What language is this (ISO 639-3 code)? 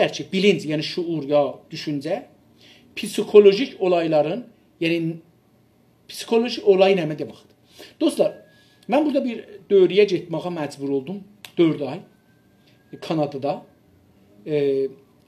azb